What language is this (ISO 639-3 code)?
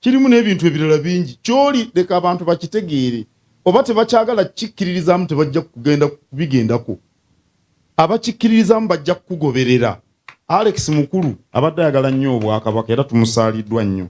lug